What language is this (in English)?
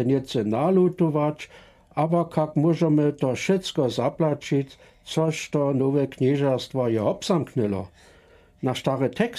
Lower Sorbian